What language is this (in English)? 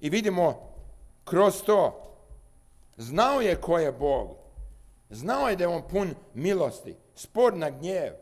Serbian